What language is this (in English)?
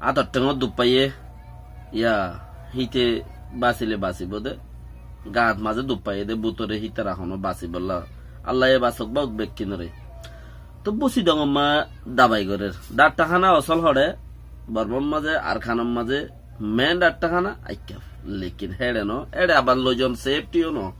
Rohingya